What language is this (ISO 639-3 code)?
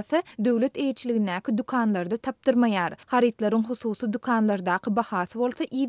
tuk